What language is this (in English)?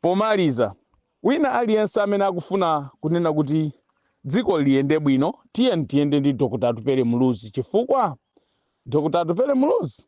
Nyanja